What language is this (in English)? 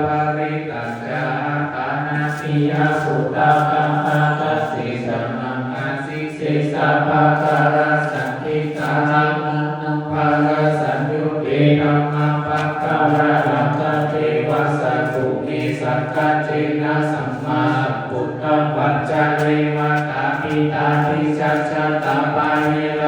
Pali